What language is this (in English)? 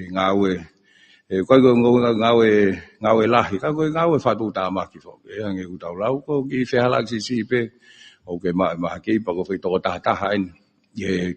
Tongan